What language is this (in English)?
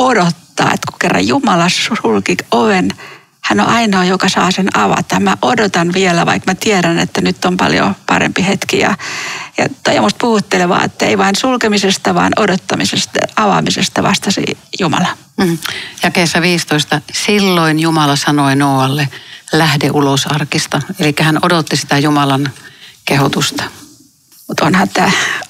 Finnish